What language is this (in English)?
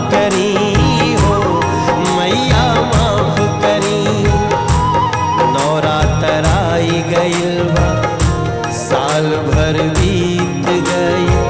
Bhojpuri